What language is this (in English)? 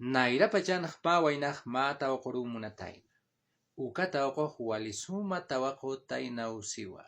Aymara